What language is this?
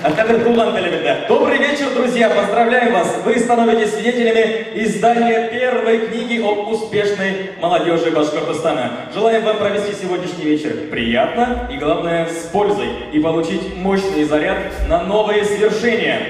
Bashkir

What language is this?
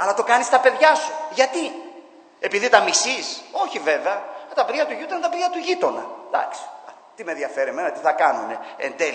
Greek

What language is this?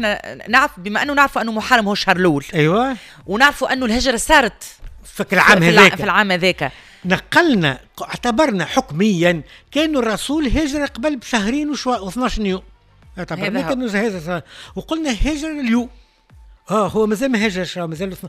Tunisian Arabic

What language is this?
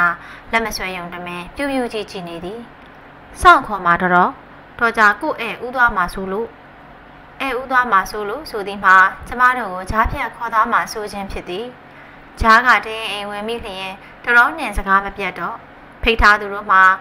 Burmese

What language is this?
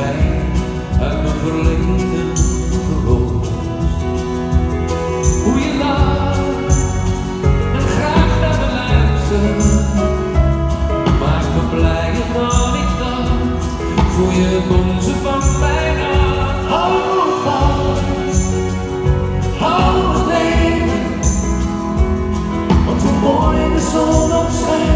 Dutch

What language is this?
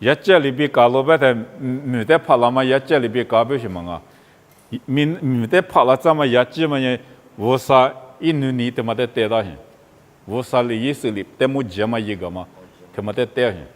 Lisu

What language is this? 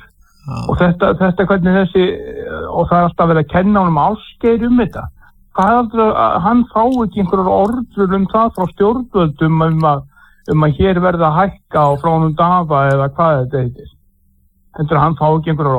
Icelandic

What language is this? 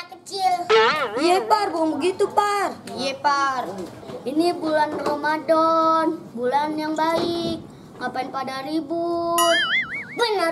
Betawi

